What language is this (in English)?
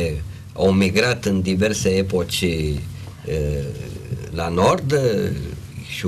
Romanian